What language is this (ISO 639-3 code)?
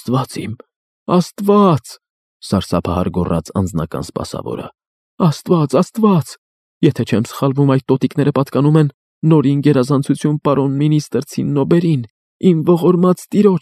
hye